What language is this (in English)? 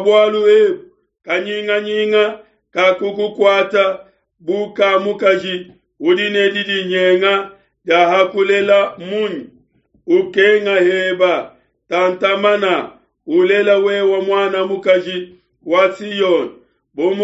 Luba-Lulua